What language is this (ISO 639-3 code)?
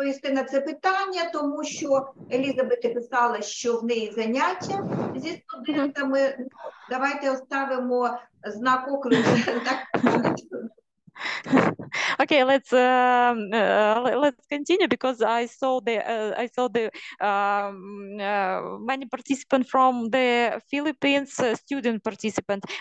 ukr